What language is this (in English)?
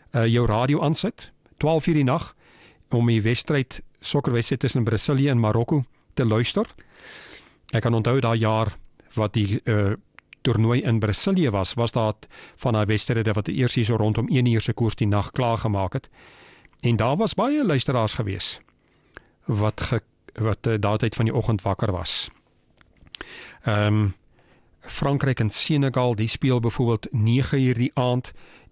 Afrikaans